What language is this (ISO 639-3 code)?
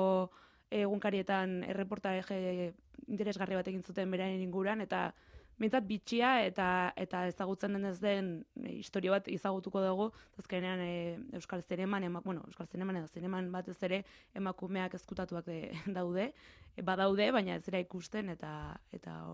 eus